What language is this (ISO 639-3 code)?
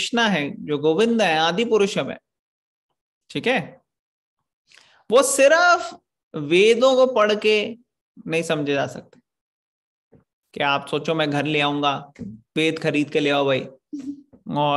hin